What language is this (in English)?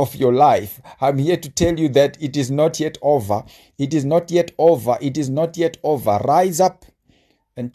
English